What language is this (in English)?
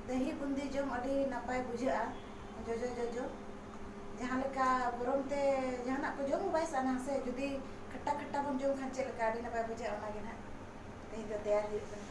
Santali